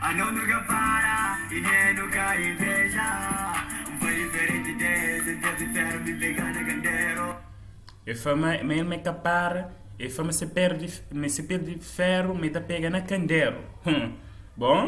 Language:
Kabuverdianu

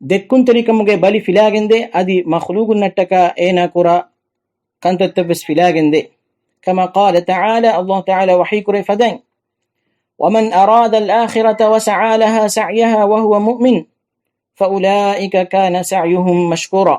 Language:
Divehi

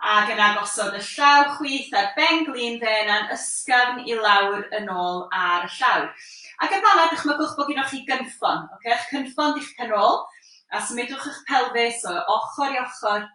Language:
Welsh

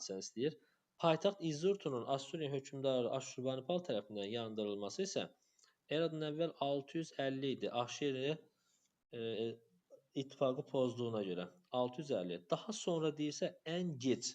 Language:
Azerbaijani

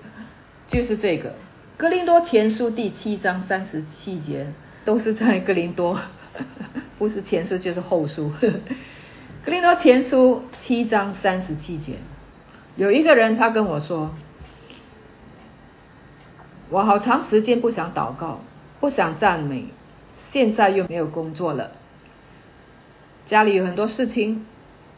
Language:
Chinese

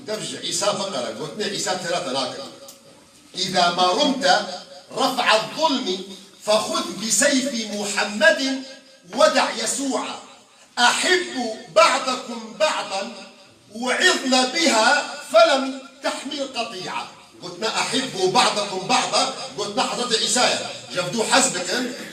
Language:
Kurdish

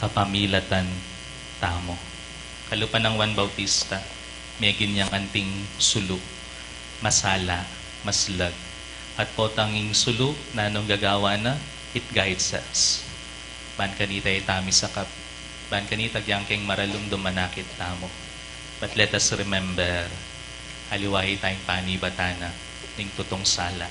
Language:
Pampanga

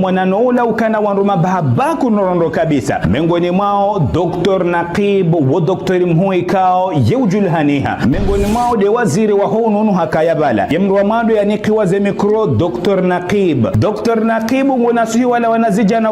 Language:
Ngazidja Comorian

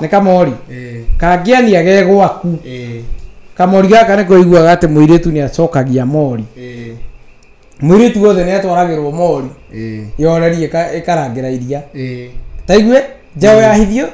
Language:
Kikuyu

